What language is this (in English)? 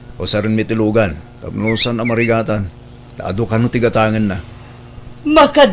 Iloko